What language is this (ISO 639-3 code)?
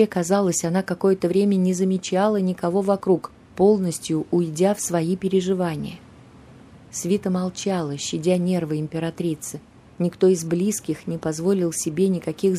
rus